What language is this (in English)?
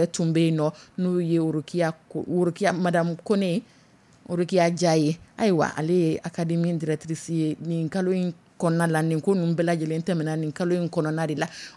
Dyula